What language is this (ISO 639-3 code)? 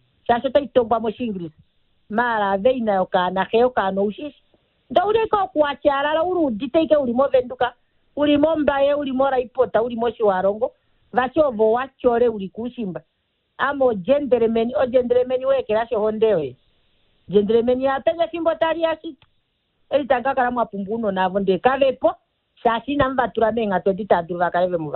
kua